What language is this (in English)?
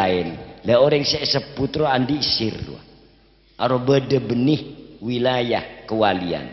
Madurese